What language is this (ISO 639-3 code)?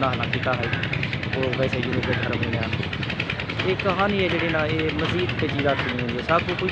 skr